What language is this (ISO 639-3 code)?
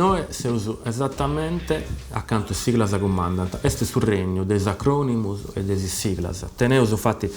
srd